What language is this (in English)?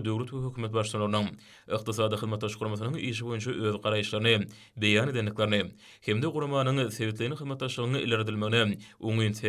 Turkmen